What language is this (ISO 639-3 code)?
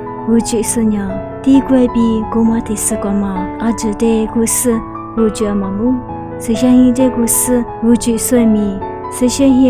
lis